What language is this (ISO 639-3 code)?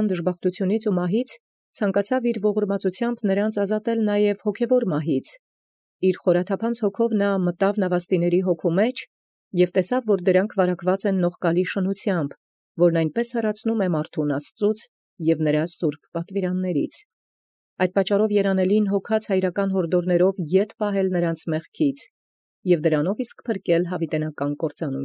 hye